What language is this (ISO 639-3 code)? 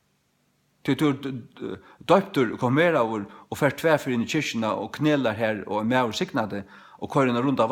fao